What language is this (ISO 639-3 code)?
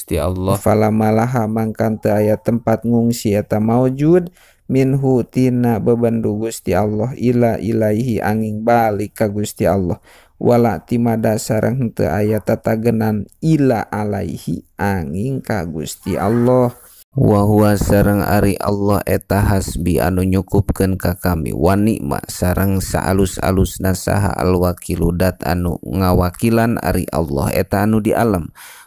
sun